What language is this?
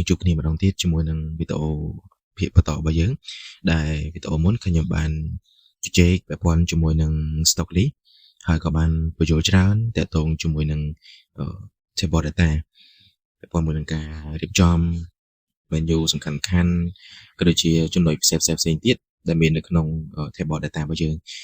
Khmer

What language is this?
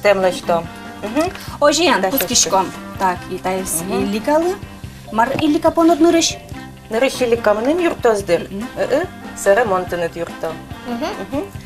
Udmurt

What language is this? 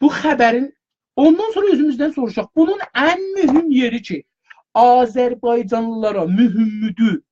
South Azerbaijani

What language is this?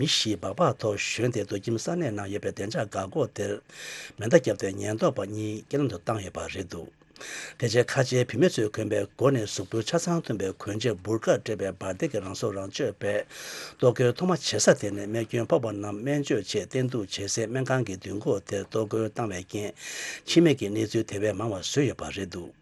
Tibetan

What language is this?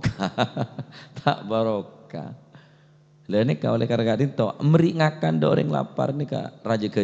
Madurese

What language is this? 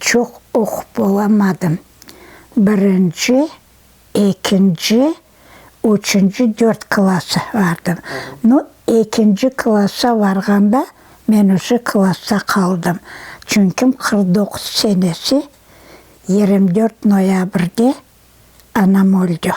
Crimean Tatar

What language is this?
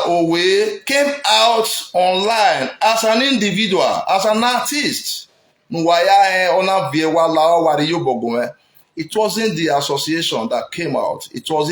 Nigerian Pidgin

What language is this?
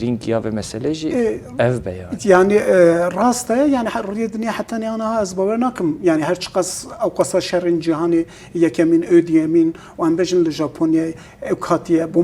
Kurdish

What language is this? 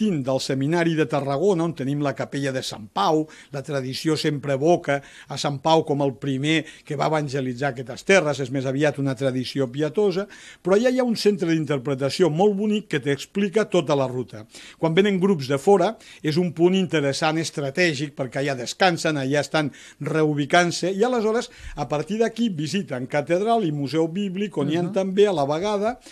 Catalan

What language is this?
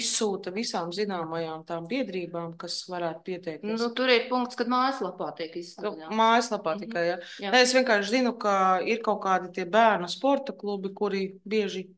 Latvian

